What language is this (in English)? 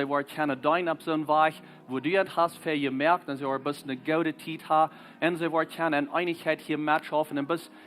Plautdietsch